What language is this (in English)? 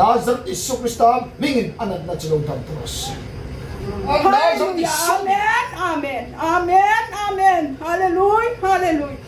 Hmar